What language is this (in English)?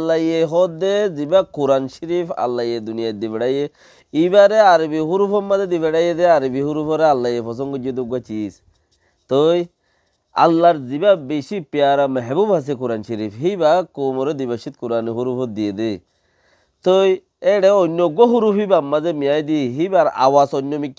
Rohingya